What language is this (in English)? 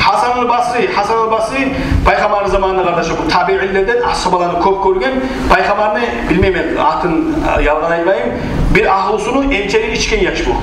Kumyk